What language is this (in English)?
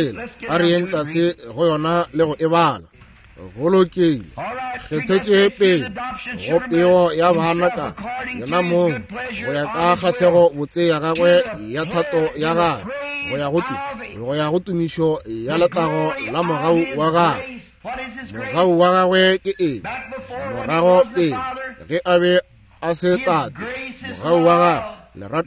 Northern Sotho